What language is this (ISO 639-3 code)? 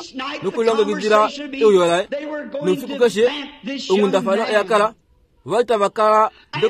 kua